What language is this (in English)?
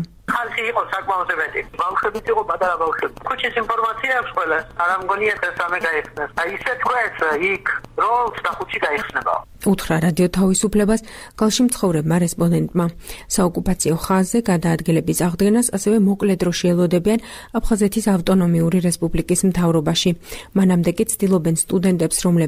Georgian